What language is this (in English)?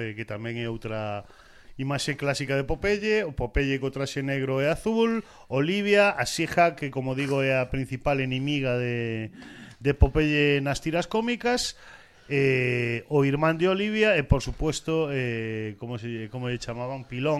Galician